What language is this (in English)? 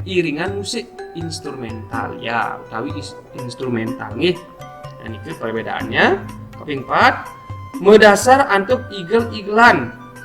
Balinese